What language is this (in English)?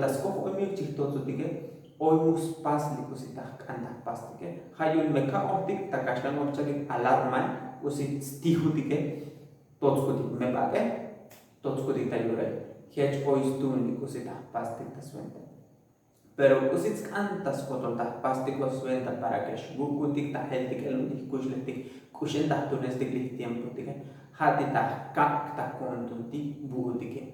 Tzotzil